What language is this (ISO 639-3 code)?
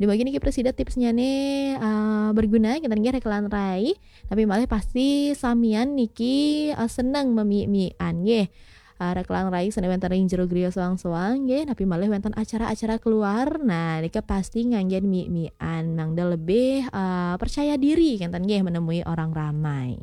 ban